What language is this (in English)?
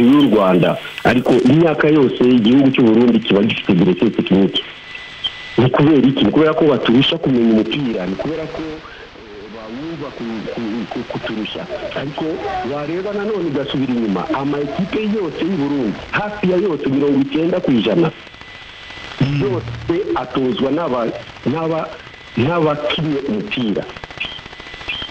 Kinyarwanda